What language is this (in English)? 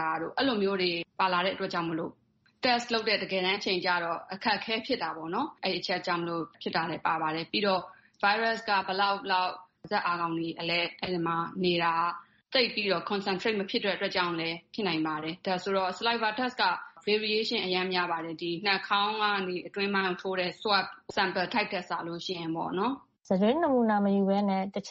Burmese